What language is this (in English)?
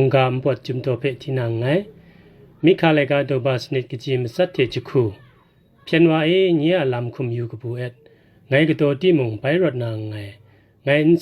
Kachin